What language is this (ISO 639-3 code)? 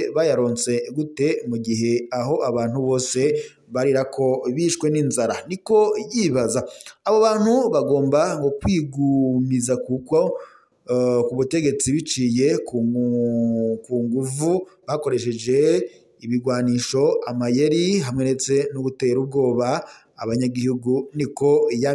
run